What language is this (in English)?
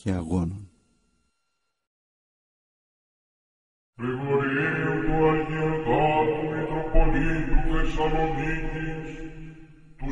Greek